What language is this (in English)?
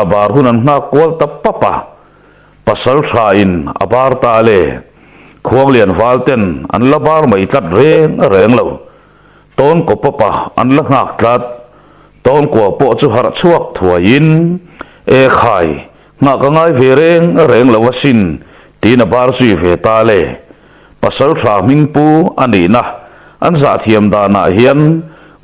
Mizo